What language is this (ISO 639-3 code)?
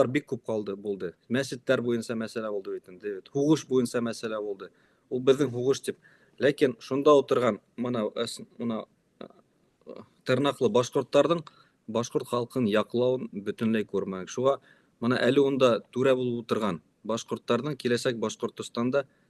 bak